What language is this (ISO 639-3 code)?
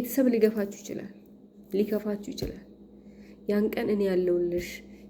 amh